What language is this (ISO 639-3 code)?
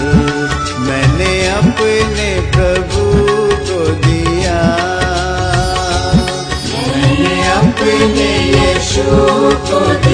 hin